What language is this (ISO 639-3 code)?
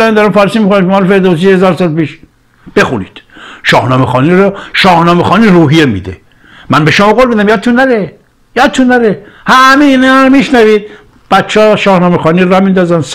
fas